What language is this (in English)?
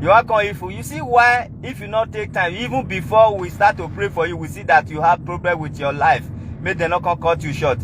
Nigerian Pidgin